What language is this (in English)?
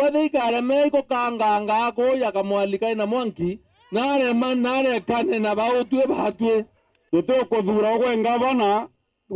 Meru